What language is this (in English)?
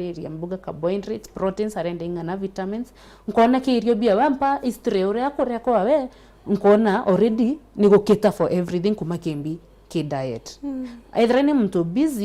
Meru